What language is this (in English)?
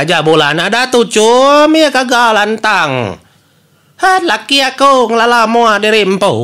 Iban